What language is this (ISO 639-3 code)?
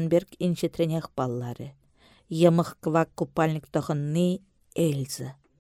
chv